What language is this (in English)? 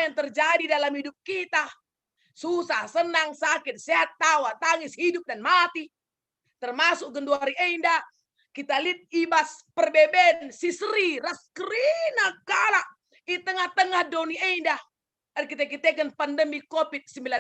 Batak Karo